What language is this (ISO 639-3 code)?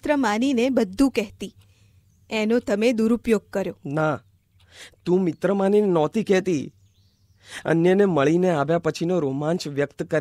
guj